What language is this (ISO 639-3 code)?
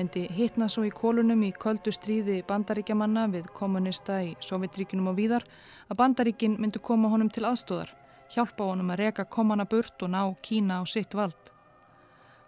isl